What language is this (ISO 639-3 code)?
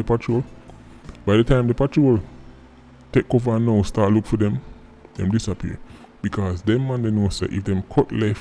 jam